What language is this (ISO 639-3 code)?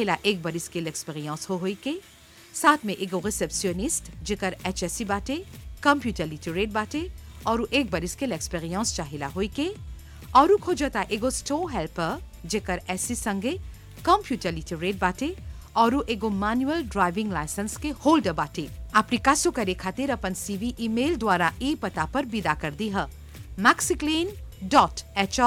bho